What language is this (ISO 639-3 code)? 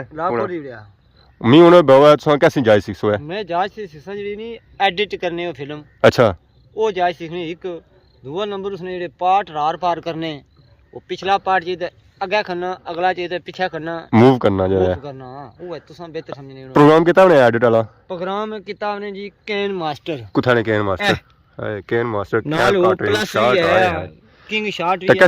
phr